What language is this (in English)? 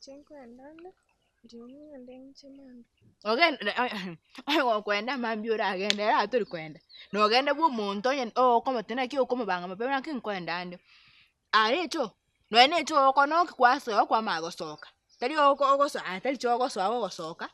Gusii